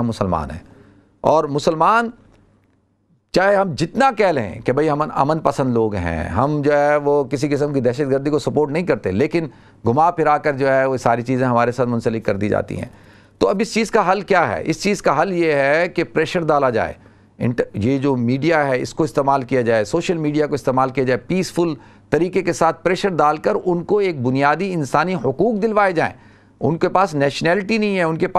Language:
Urdu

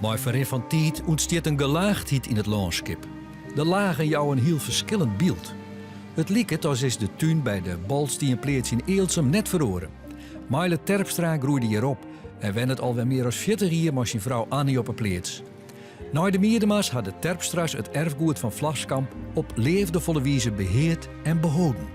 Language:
Western Frisian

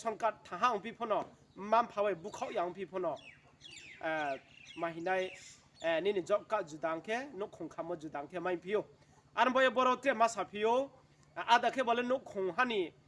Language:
Riang (India)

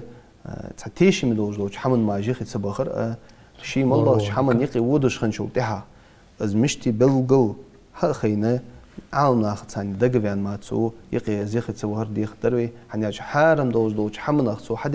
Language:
Ingush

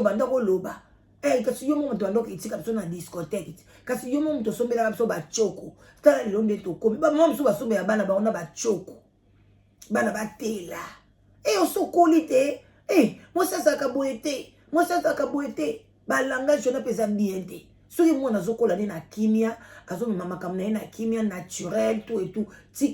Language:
Lingala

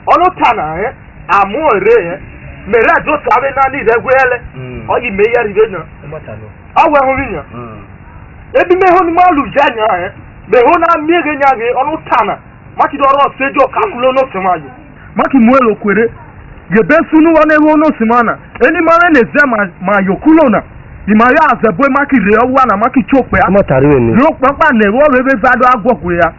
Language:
Esan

